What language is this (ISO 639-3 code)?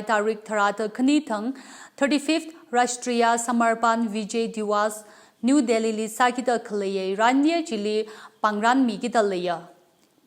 nmf